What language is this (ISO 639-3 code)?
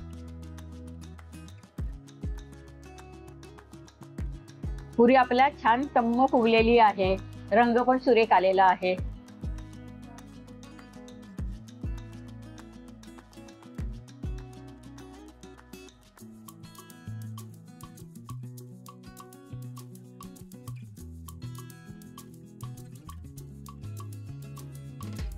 mar